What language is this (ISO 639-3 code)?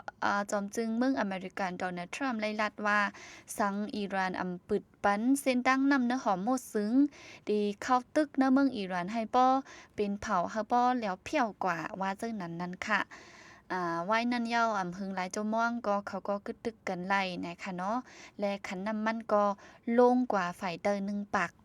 shn